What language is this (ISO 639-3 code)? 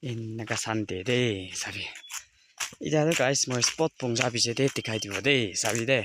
nag